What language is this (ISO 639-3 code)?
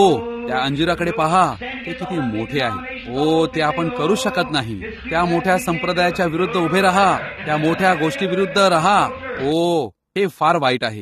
mar